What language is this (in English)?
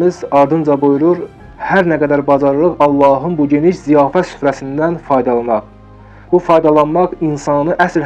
Azerbaijani